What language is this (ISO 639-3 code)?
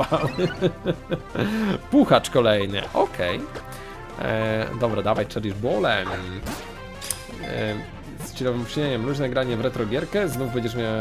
pol